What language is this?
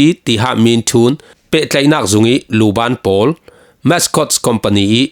Falam Chin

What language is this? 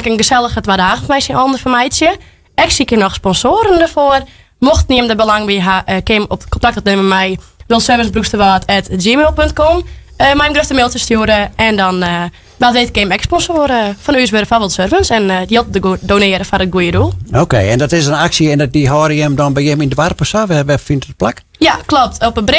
Western Frisian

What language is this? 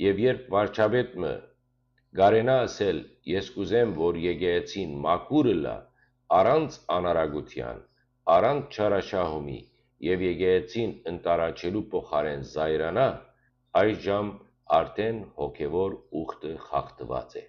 Western Armenian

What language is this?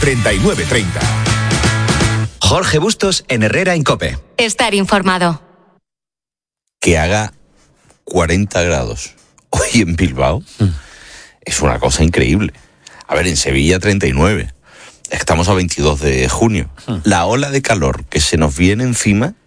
Spanish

